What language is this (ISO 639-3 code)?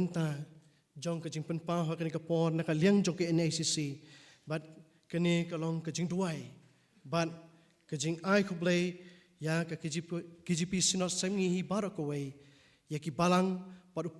kha